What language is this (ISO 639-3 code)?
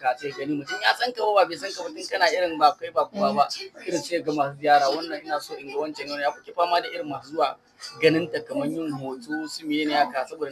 hau